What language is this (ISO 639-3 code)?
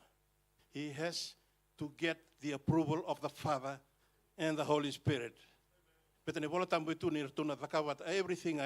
fij